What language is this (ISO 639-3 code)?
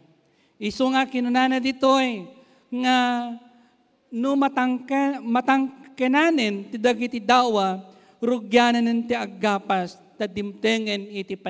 ilo